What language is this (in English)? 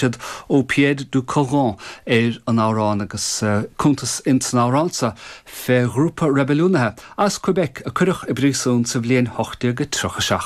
Irish